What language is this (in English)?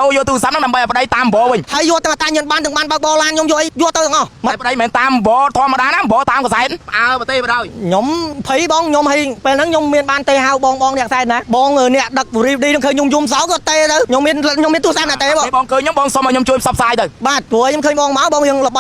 Khmer